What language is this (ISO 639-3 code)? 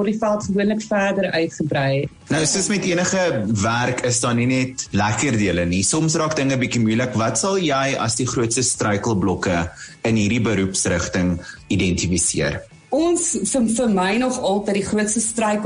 afr